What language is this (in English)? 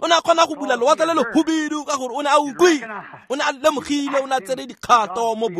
Tswana